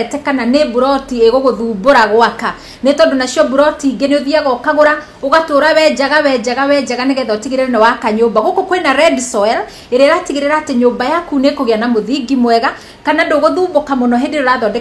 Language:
Kikuyu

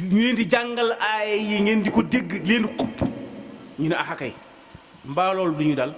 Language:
Wolof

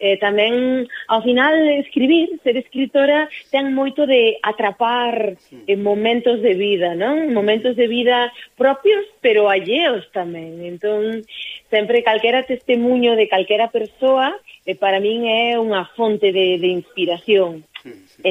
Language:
Galician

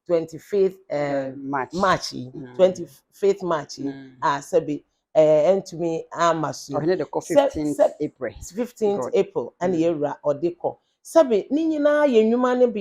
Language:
Akan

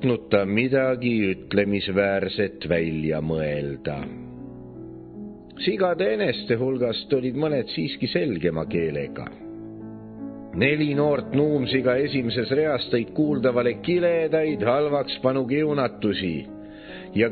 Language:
Estonian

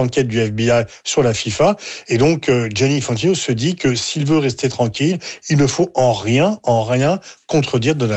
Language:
French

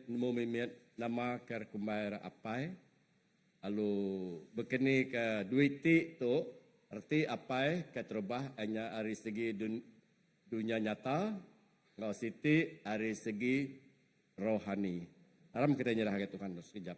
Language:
Iban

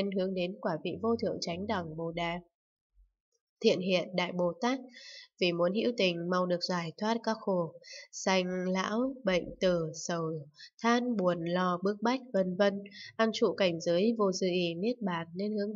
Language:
Vietnamese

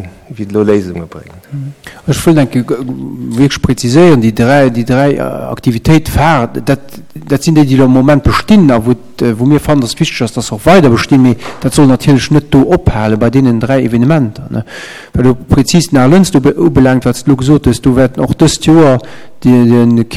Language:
Luxembourgish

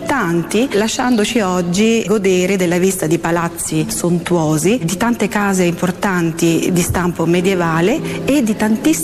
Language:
Italian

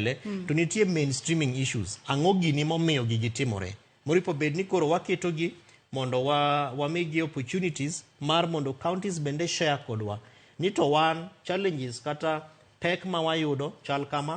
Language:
Luo (Kenya and Tanzania)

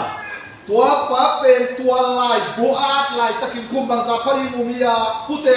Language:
Tedim Chin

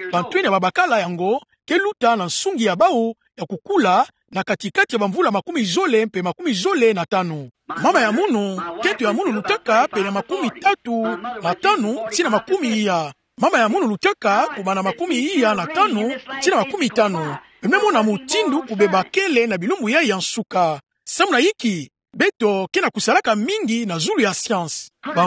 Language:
Kituba (Democratic Republic of Congo)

